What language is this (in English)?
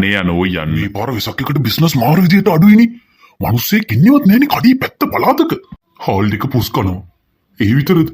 Sinhala